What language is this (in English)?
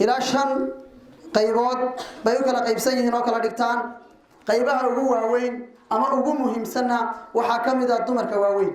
Somali